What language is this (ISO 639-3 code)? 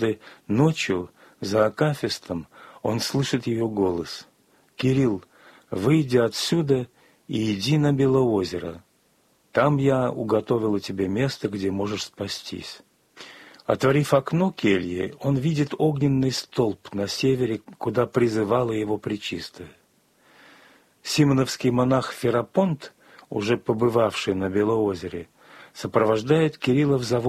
rus